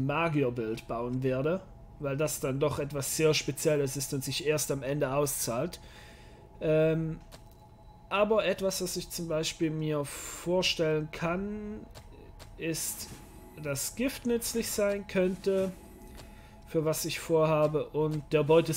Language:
German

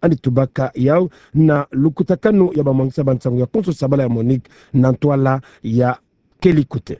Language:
Kituba (Democratic Republic of Congo)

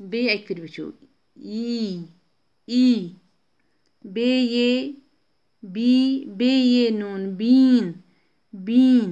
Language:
Kashmiri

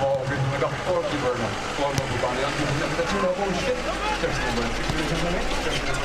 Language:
Tangkhul Naga (India)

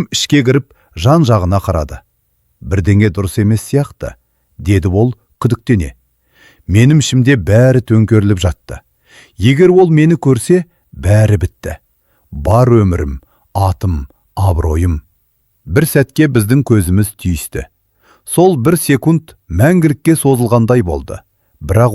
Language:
Kazakh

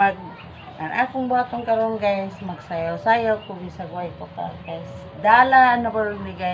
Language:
Cebuano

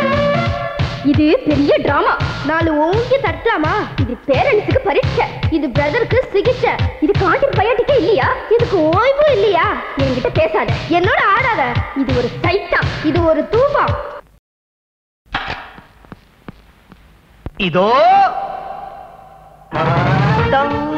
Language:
Tamil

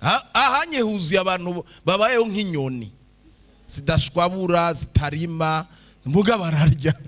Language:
Rundi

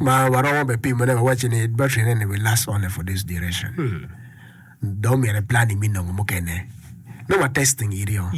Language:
Acoli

